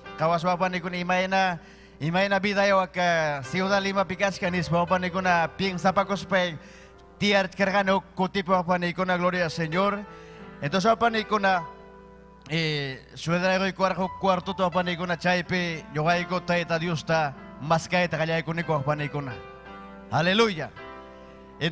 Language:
Ayacucho Quechua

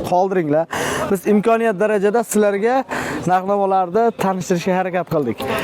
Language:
Uzbek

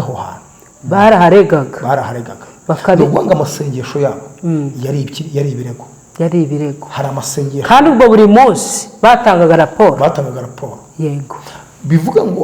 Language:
Kinyarwanda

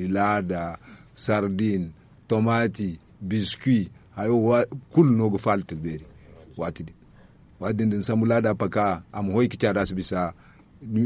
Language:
Zarma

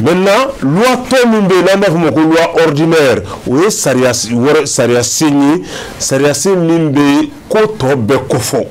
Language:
Bambara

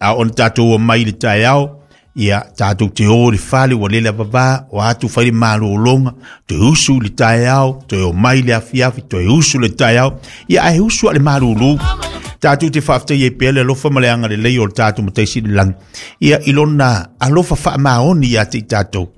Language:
Samoan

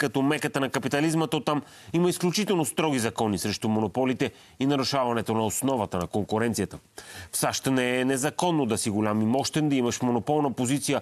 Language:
Bulgarian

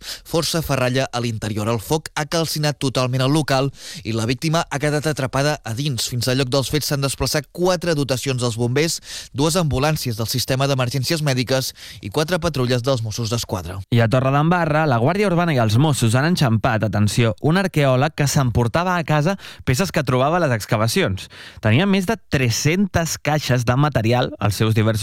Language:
Catalan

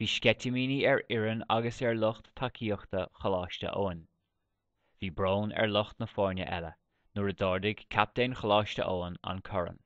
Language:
Irish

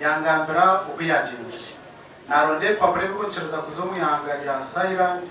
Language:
Nyankole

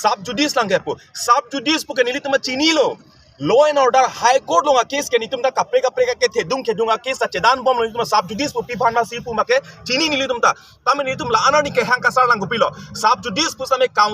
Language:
Karbi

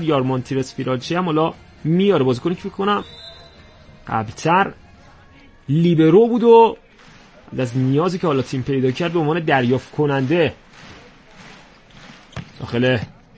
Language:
Persian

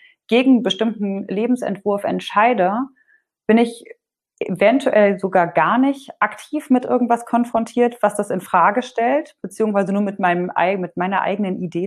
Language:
German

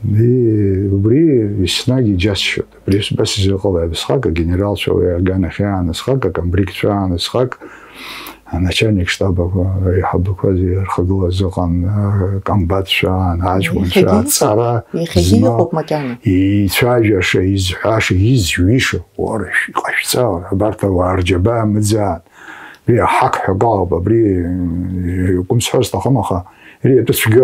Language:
Abkhazian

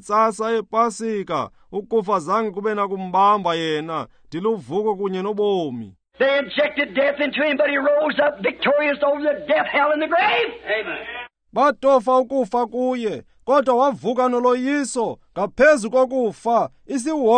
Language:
Xhosa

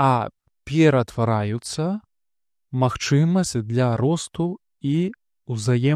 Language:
Belarusian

